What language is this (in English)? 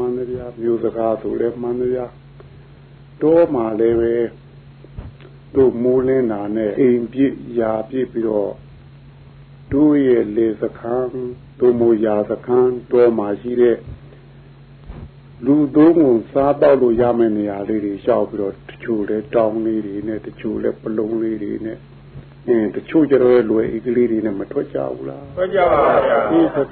Burmese